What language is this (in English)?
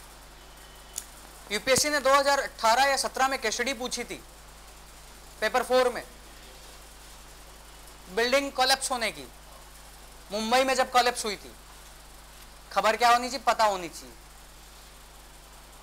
Hindi